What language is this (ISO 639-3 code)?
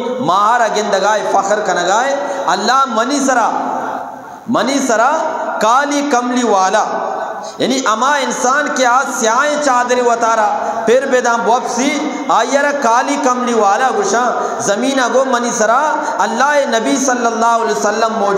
bgp